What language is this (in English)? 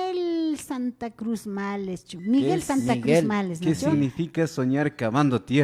Imbabura Highland Quichua